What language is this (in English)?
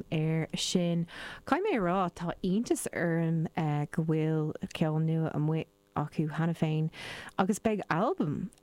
Irish